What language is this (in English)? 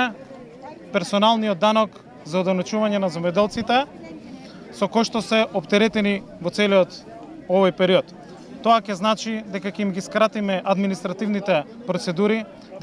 Macedonian